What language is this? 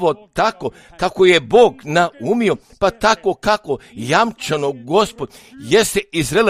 Croatian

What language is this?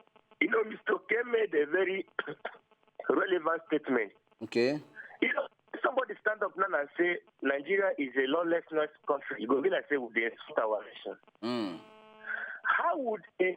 Nigerian Pidgin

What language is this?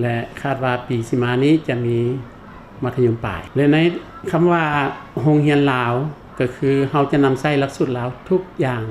Lao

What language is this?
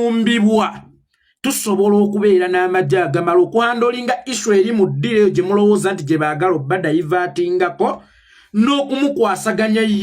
Ganda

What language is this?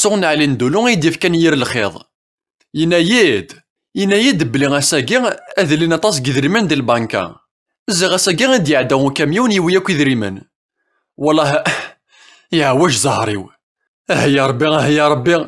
Kabyle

